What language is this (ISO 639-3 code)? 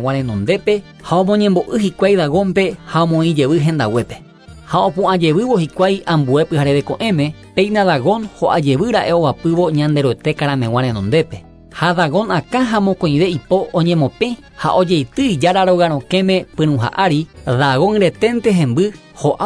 grn